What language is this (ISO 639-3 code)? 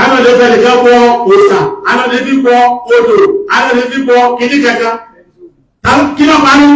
yor